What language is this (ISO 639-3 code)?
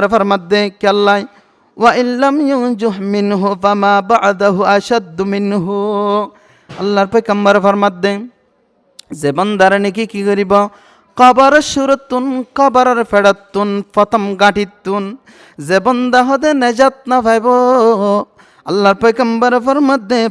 rhg